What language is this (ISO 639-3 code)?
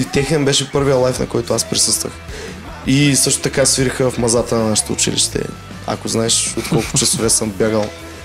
bul